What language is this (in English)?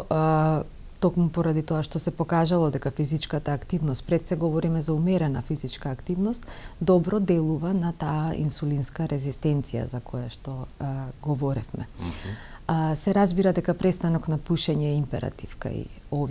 Macedonian